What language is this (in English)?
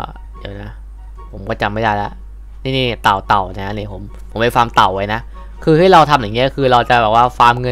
Thai